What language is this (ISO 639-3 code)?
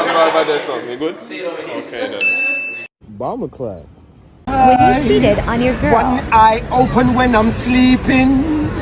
jam